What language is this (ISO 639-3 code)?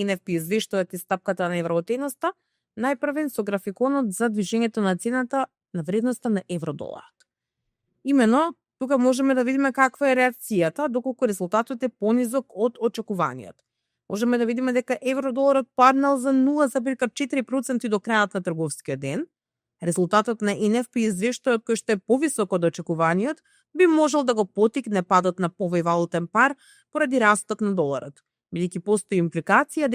mkd